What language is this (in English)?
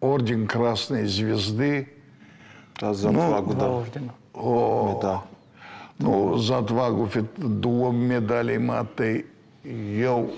Ossetic